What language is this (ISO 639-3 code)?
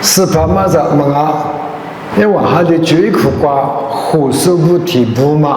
lis